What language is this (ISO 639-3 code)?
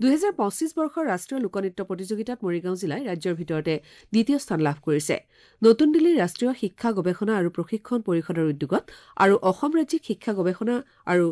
asm